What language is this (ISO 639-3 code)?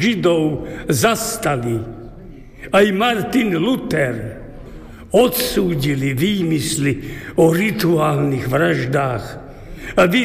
slk